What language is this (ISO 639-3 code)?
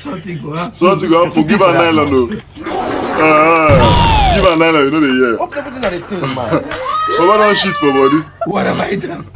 pcm